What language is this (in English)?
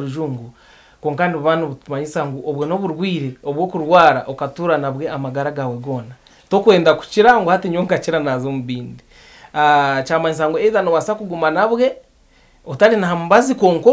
Nyankole